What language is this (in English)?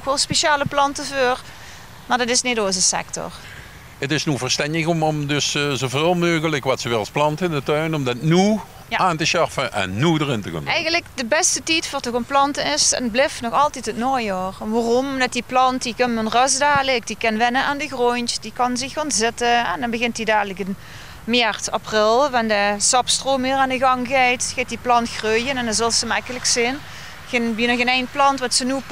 Limburgish